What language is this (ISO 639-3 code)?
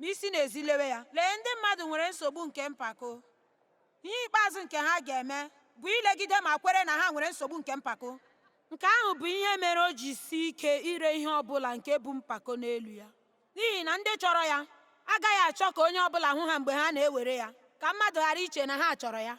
ibo